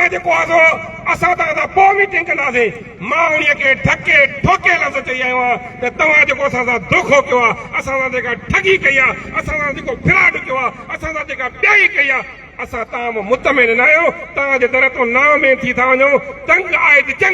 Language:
Sindhi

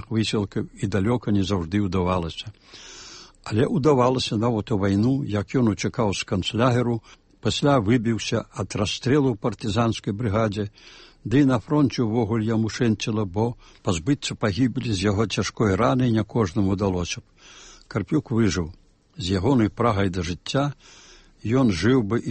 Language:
Belarusian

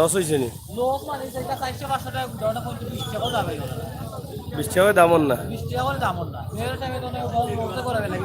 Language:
Sylheti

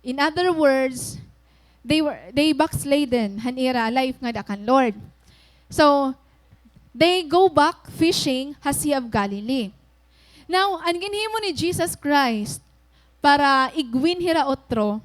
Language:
Waray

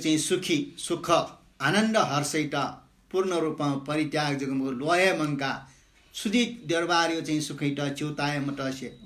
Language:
Newari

